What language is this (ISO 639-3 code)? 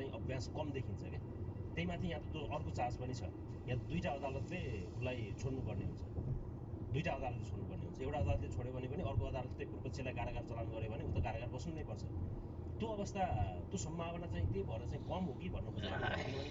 nep